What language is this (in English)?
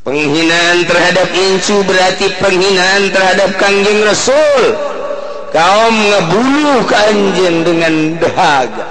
Sundanese